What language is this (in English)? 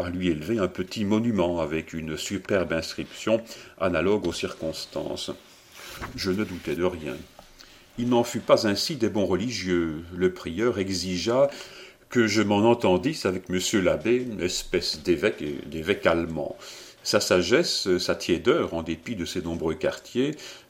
French